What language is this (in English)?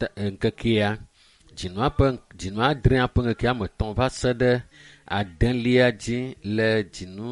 Ewe